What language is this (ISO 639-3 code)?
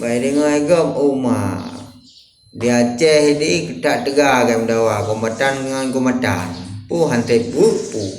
ace